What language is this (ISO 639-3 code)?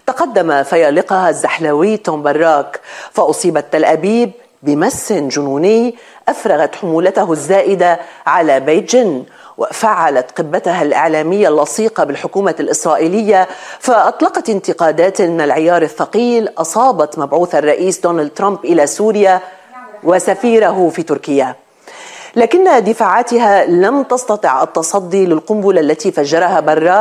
ara